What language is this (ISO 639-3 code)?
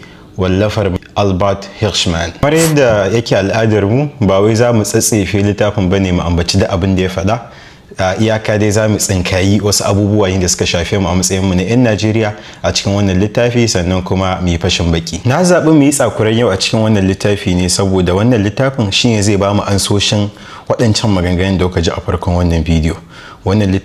hau